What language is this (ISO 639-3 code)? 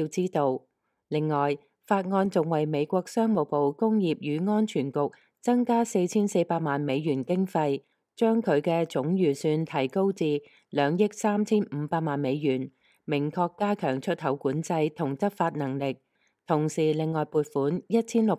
yue